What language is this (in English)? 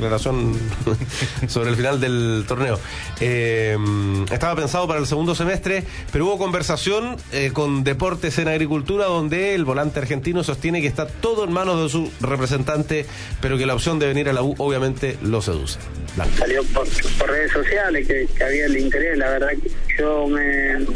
Spanish